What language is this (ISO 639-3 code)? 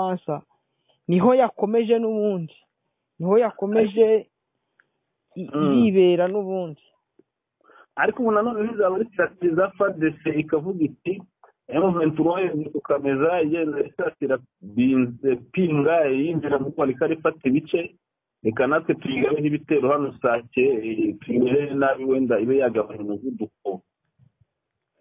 kin